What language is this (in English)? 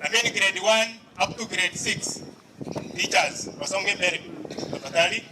Gusii